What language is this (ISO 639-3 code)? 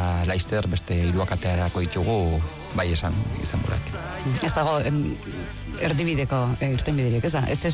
eus